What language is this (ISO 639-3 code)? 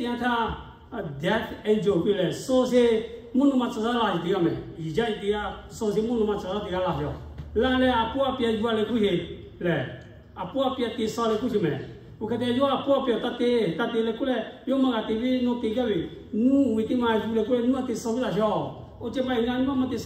lhu